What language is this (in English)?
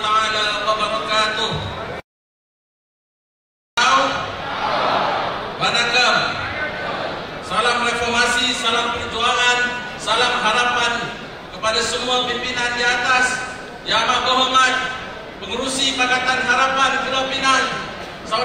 Malay